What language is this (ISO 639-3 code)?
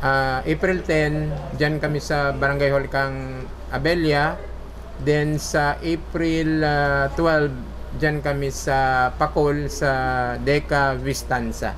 bik